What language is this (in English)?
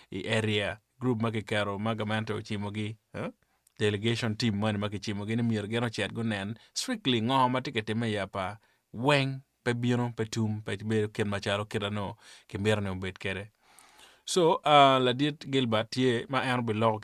Acoli